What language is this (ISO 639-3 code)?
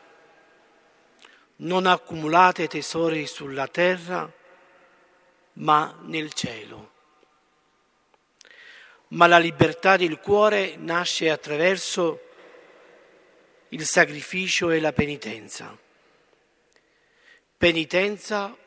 ita